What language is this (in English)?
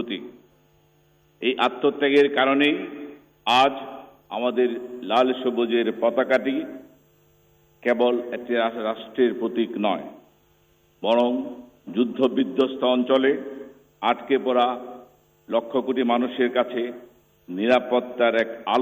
Bangla